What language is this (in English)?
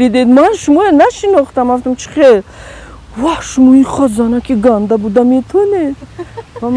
Tajik